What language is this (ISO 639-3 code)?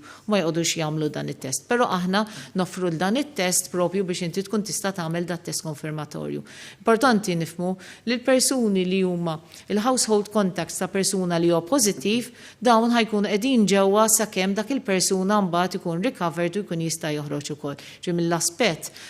mlt